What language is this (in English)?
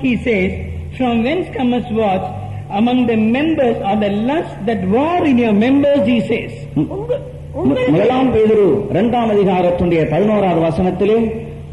Tamil